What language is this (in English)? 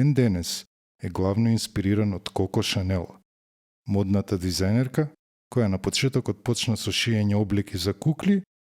Macedonian